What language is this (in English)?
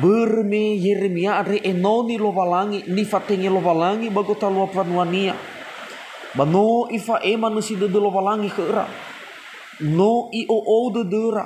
Nias